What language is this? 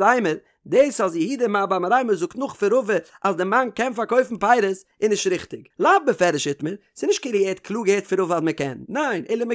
Yiddish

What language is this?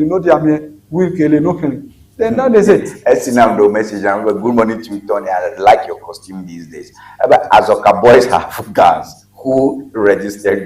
Ewe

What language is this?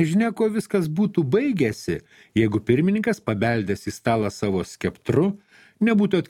Lithuanian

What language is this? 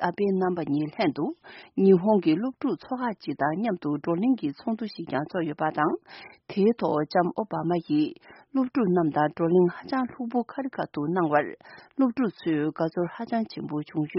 Tibetan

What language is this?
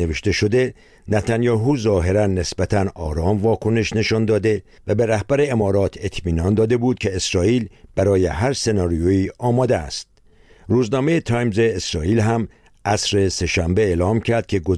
Persian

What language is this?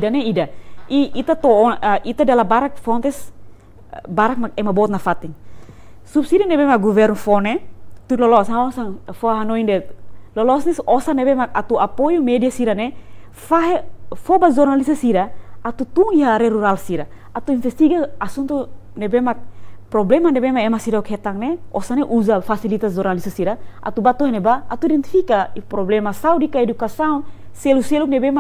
Tetum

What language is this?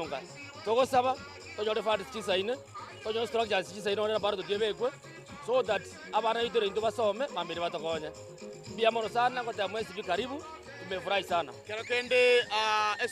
Gusii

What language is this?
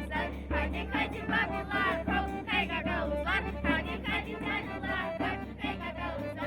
Gagauz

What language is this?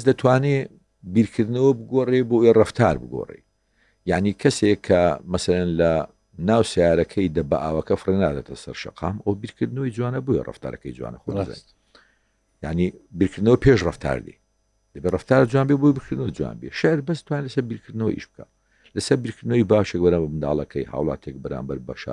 Central Kurdish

